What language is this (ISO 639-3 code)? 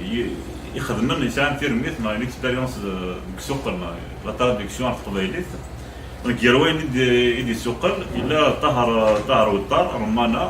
kab